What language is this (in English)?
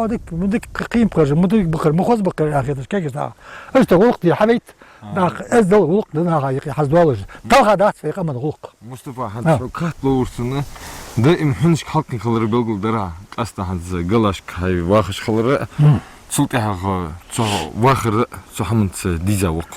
Ingush